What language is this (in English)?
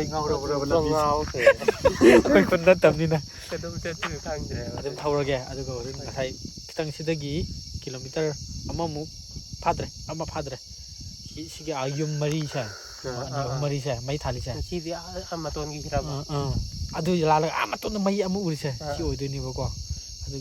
Manipuri